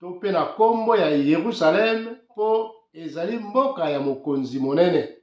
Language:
Lingala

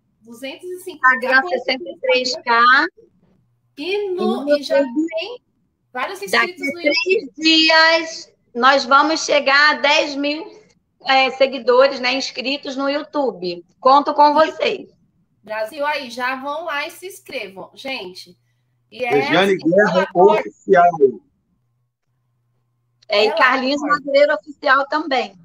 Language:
Portuguese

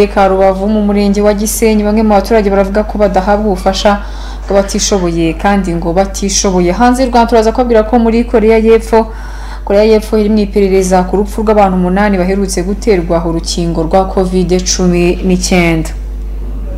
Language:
Kinyarwanda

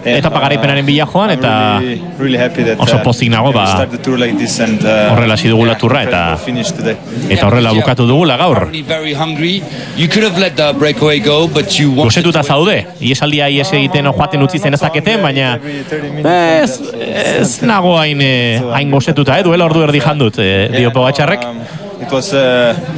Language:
Basque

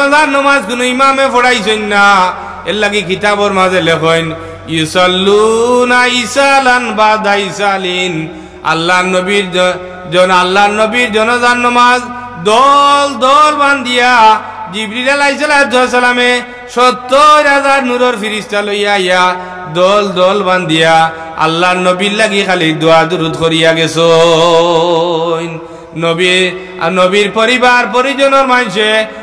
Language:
Sylheti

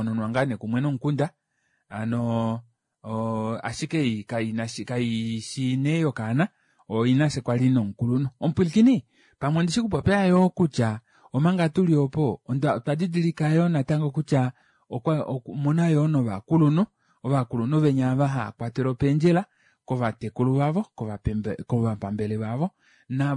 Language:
Kuanyama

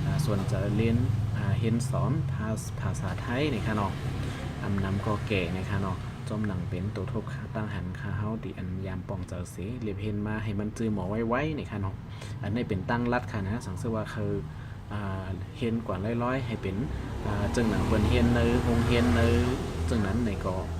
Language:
Shan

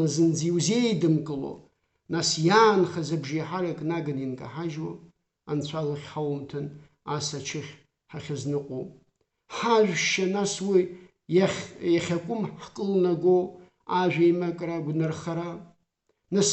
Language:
Abkhazian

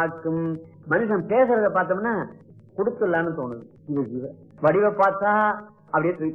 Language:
Tamil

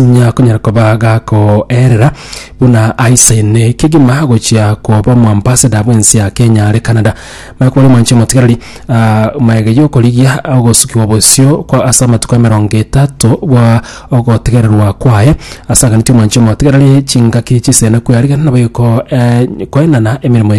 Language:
Gusii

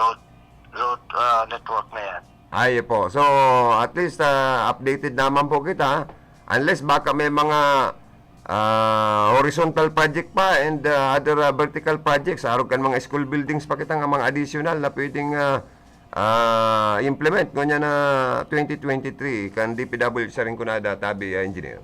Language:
Bikol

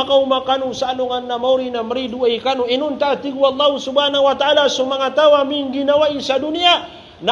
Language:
Maranao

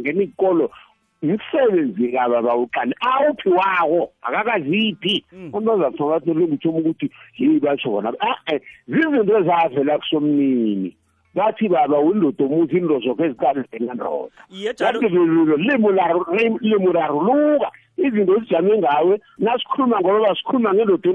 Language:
South Ndebele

